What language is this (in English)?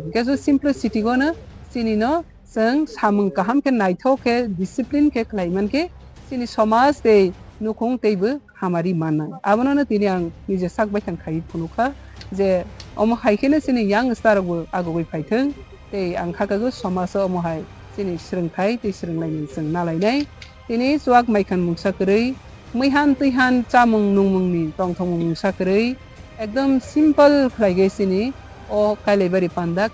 Kok Borok